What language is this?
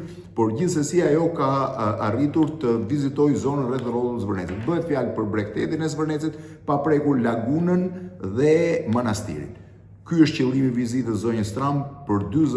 Albanian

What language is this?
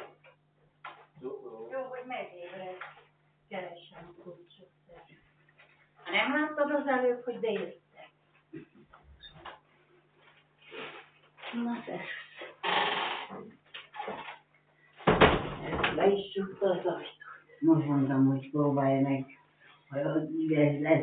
Hungarian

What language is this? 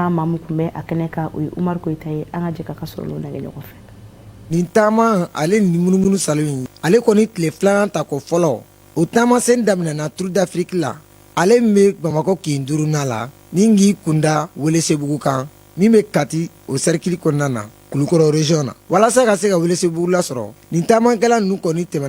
Bambara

